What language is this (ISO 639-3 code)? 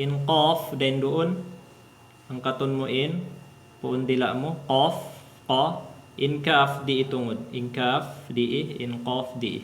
tsg